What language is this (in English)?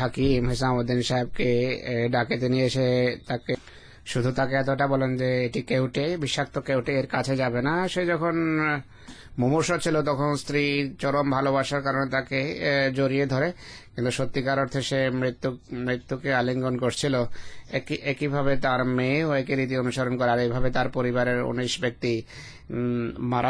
Bangla